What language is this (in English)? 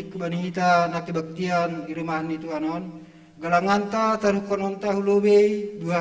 Batak Simalungun